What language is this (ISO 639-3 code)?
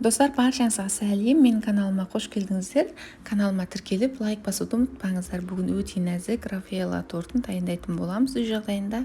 kaz